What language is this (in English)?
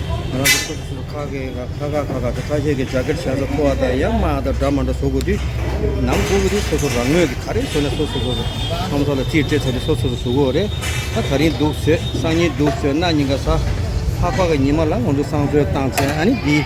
Tibetan